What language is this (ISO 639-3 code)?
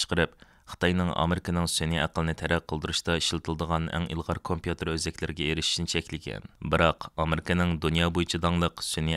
uig